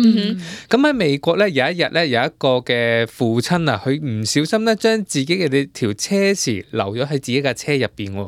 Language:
Cantonese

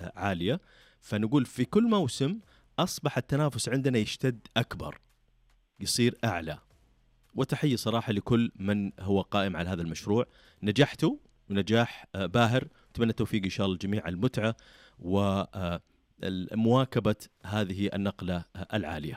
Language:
Najdi Arabic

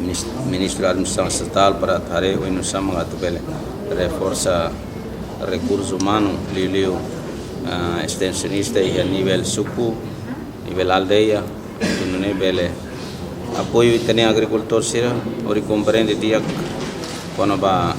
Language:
Tetum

